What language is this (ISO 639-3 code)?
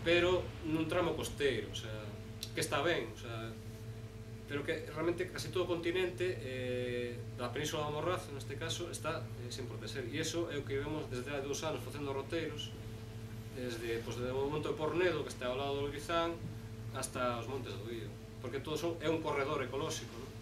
glg